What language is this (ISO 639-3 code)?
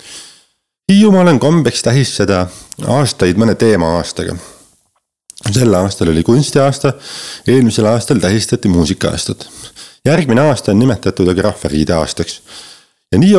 est